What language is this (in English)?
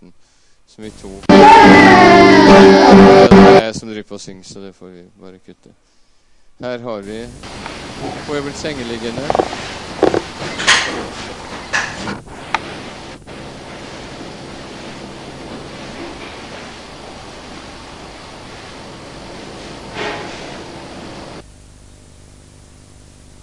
Norwegian